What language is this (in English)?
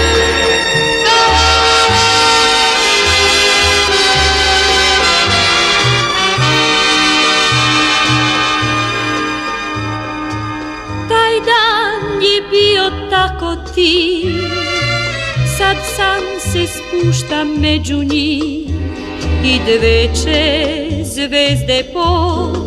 Serbian